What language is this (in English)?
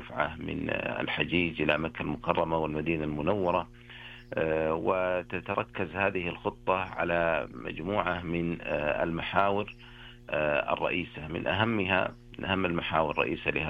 Arabic